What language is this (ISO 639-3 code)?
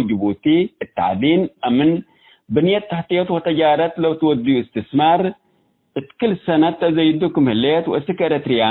tig